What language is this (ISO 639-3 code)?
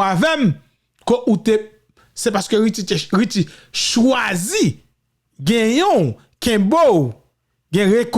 hat